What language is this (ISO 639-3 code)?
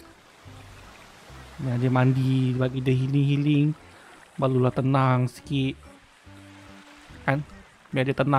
msa